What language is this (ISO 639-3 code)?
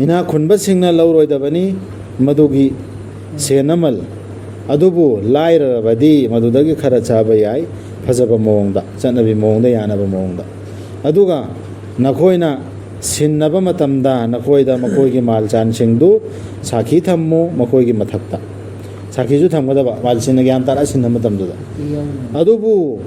mni